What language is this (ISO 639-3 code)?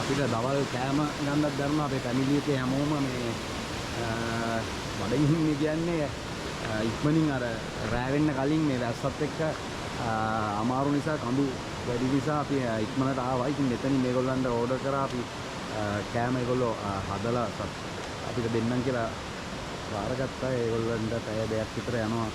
sin